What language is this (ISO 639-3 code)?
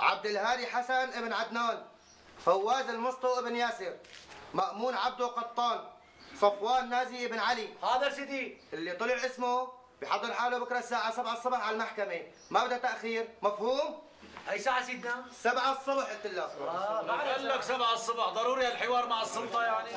apc